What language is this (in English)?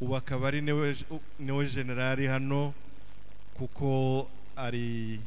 Kinyarwanda